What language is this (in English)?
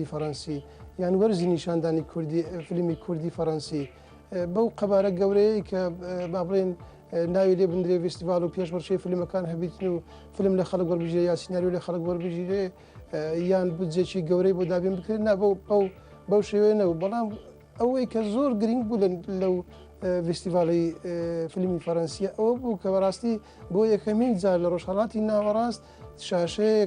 Central Kurdish